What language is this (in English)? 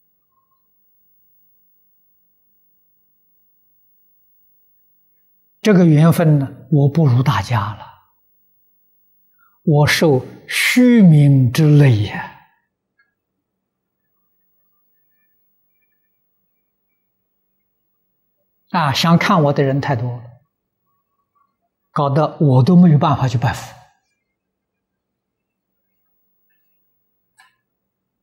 Chinese